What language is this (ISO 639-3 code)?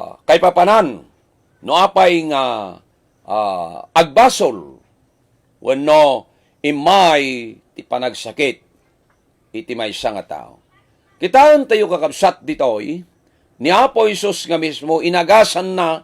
ilo